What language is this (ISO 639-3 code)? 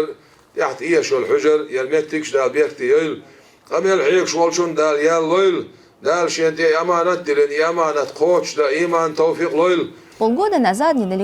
che